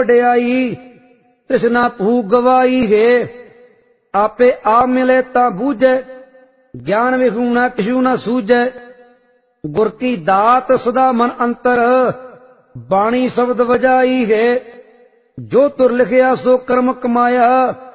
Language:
Punjabi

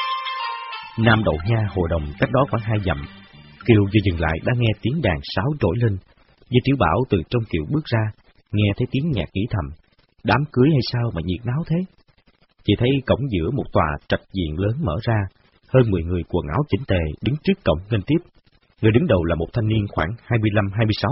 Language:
Vietnamese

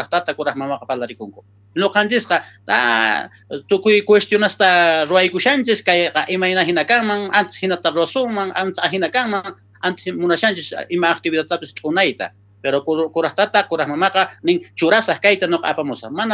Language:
South Bolivian Quechua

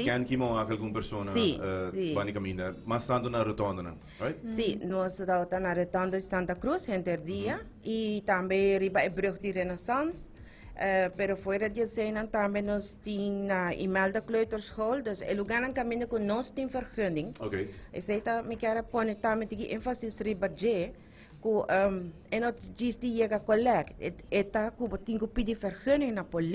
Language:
Papiamento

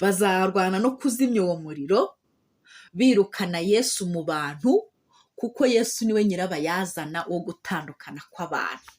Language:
Kinyarwanda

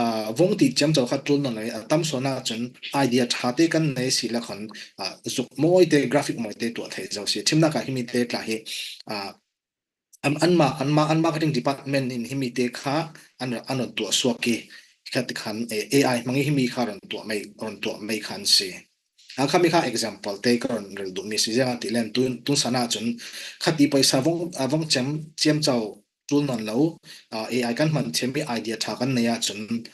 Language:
Falam Chin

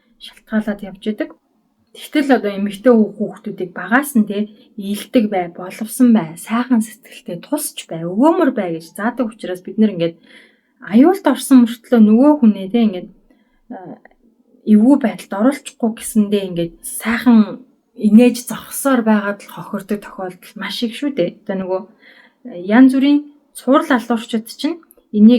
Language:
Mongolian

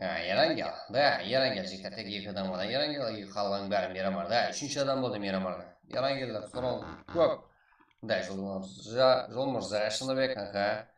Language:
Kara-Kalpak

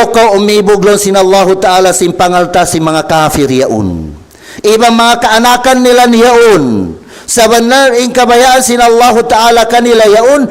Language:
Tausug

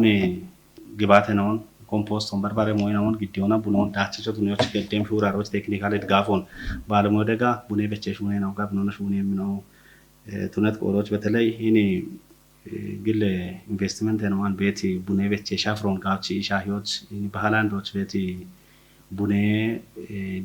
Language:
Kafa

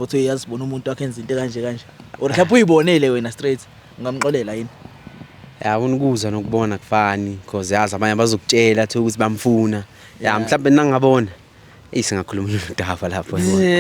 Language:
Zulu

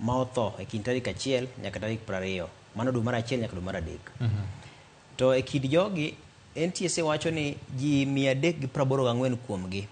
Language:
Luo (Kenya and Tanzania)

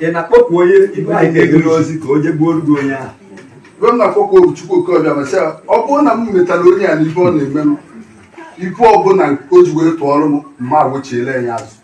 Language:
Igbo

